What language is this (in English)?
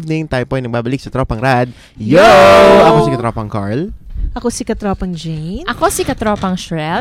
Filipino